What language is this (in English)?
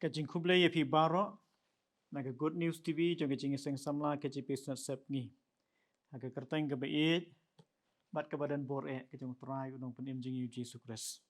Khasi